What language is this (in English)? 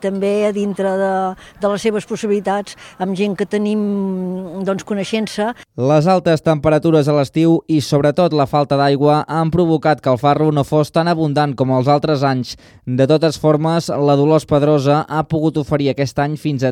Catalan